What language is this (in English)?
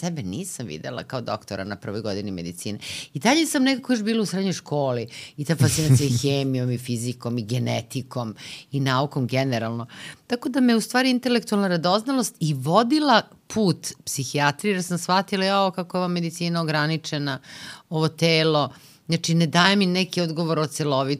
Serbian